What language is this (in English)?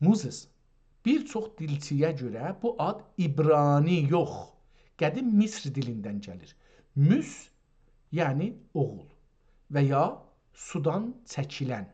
South Azerbaijani